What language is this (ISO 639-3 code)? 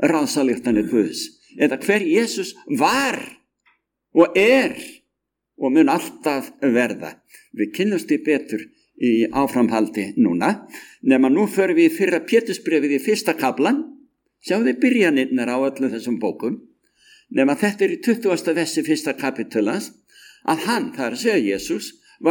isl